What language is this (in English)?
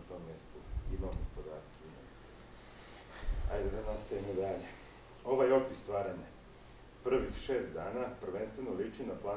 Serbian